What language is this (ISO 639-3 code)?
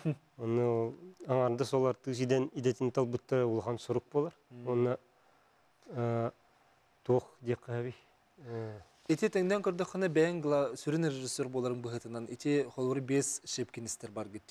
sah